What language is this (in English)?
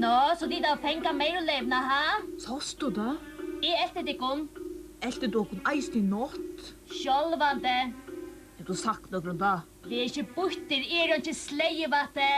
Faroese